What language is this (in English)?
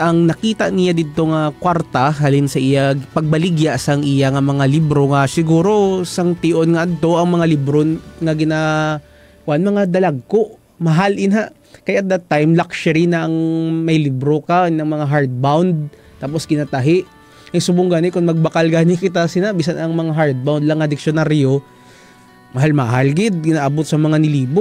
Hiligaynon